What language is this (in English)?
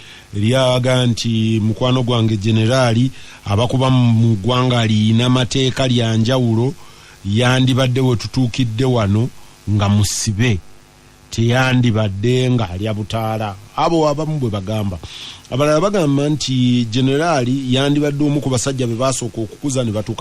Ganda